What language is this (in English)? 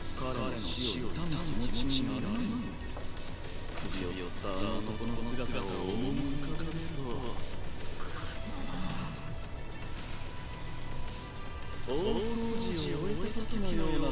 Japanese